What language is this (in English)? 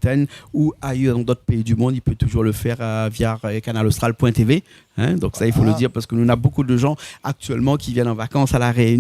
Réunion Creole French